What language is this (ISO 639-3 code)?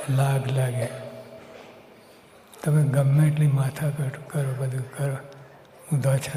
guj